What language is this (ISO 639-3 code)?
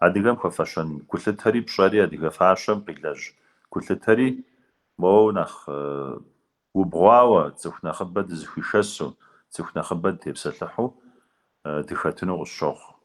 kbd